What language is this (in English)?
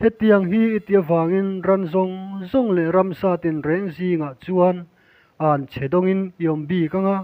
Mizo